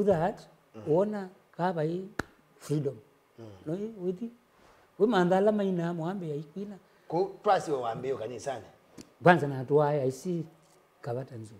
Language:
Kamba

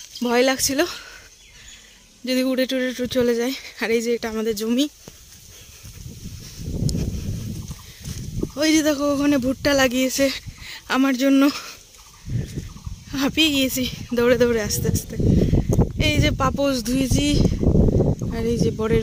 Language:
Bangla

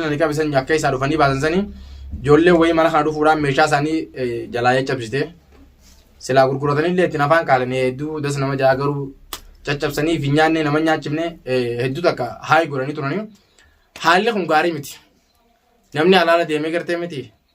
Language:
Oromo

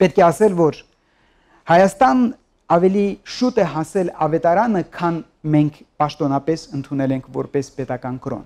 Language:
Armenian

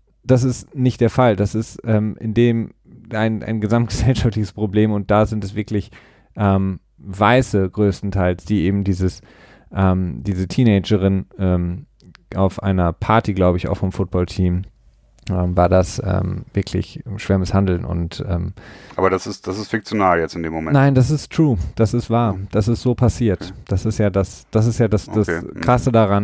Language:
German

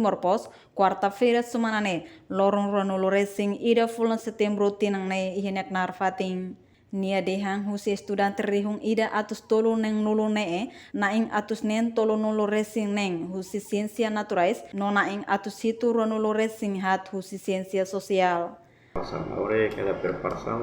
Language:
Tetum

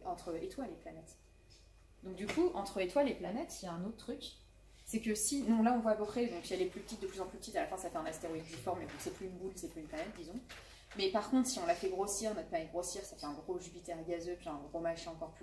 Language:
French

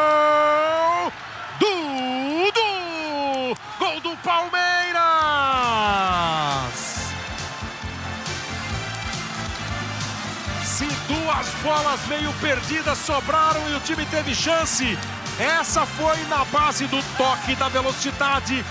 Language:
Portuguese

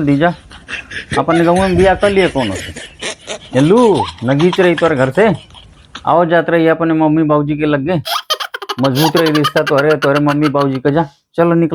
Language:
Bhojpuri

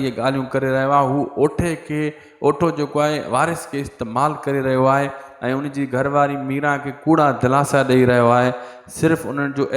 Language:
Sindhi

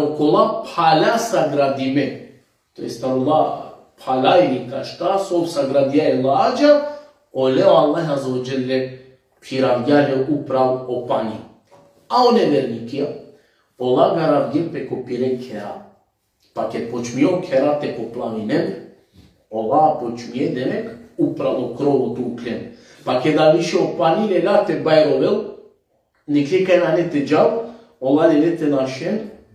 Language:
Balkan Romani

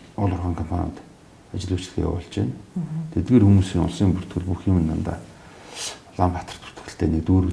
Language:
Mongolian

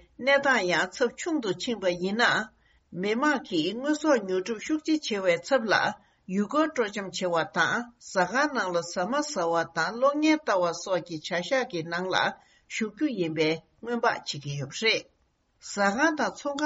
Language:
Tibetan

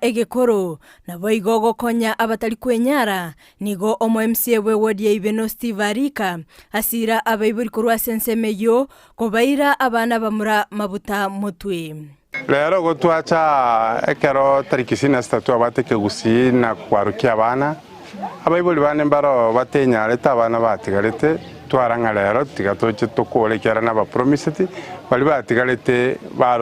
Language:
Gusii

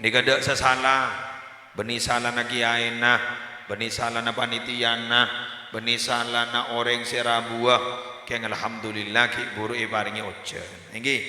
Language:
Madurese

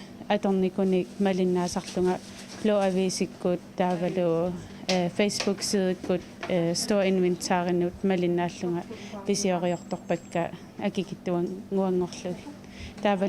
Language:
Kalaallisut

